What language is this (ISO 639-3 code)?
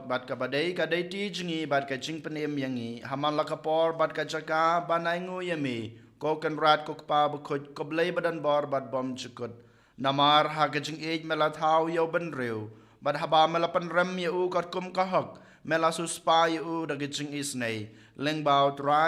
kha